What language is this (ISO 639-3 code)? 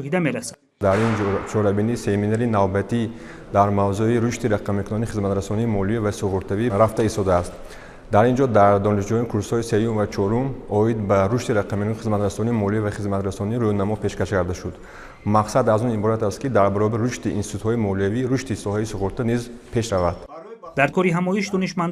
tgk